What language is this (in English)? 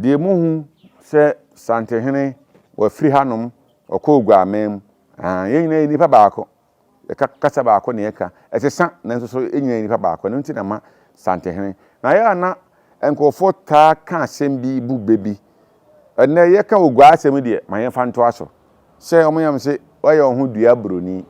Akan